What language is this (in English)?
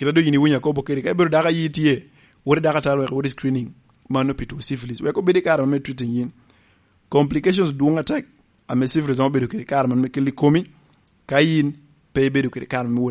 Lango (Uganda)